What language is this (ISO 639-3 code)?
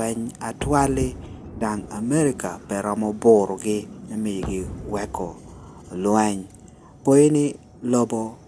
laj